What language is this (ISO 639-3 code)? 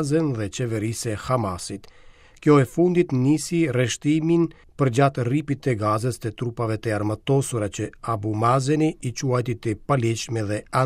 sqi